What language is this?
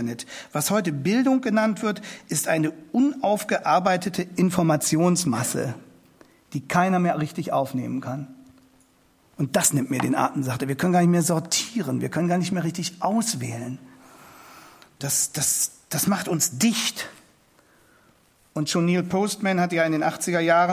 German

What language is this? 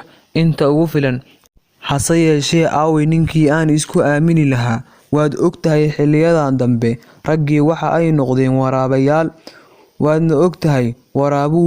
Somali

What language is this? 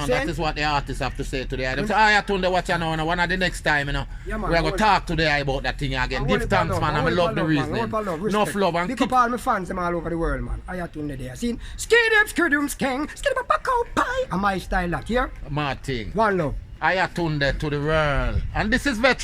Jamaican Creole English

